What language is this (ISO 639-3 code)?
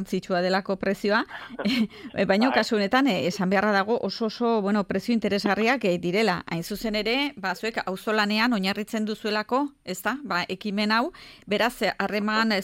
eus